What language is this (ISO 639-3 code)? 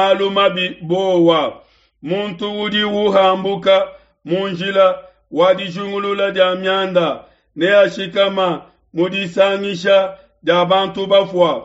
lua